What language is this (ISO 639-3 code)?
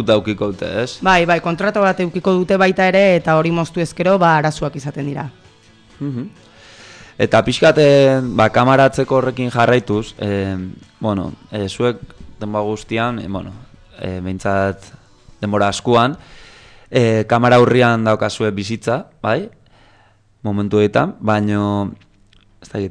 eus